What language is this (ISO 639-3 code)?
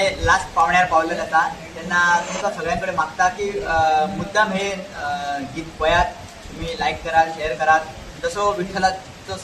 kok